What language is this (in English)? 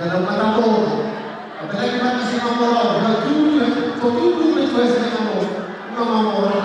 Batak Toba